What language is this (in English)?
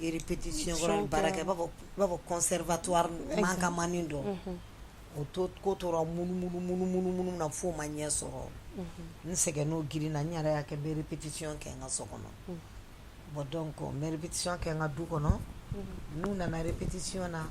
Bambara